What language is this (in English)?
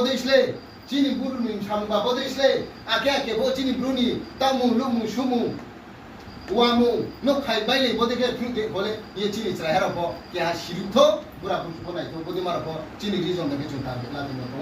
Riang (India)